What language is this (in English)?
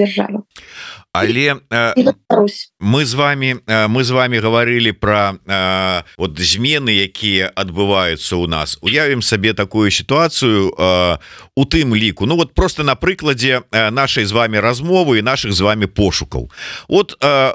Belarusian